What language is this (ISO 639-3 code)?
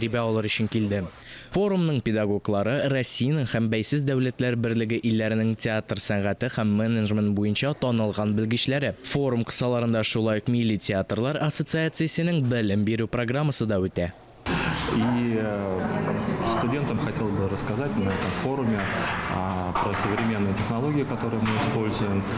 tat